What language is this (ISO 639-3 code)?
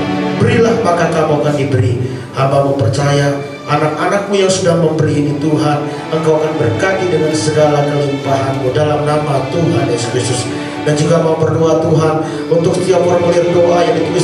ind